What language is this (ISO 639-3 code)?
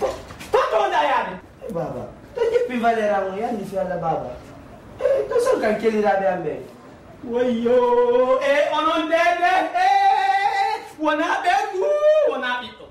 ful